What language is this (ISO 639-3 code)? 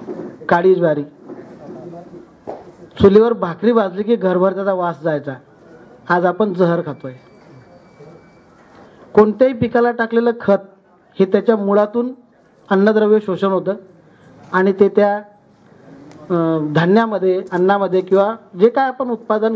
mar